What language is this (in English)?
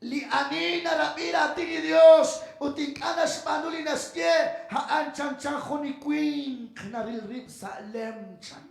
Kekchí